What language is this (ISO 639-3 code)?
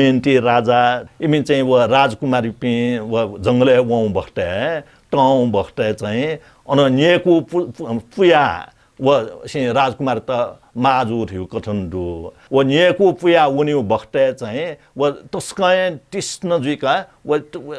new